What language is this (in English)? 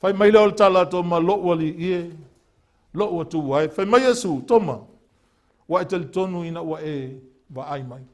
Samoan